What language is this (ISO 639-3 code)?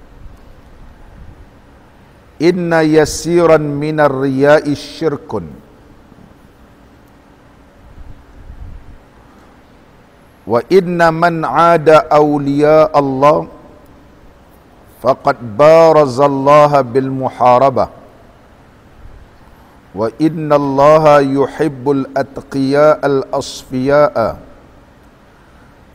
msa